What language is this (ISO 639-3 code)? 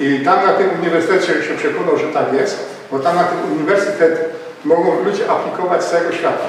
szl